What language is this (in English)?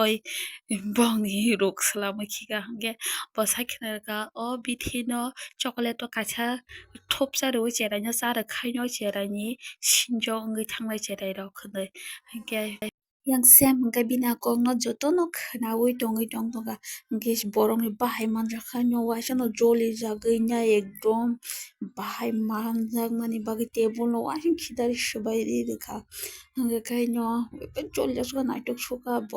Kok Borok